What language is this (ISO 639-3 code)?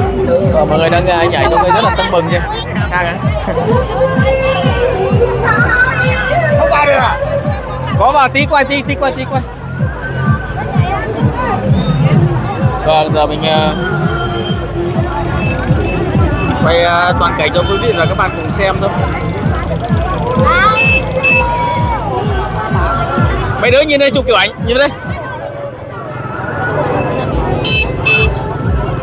vie